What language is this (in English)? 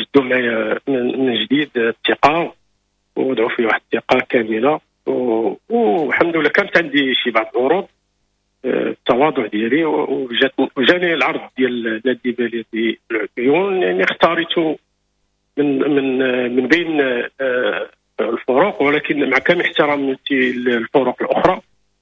Moroccan Arabic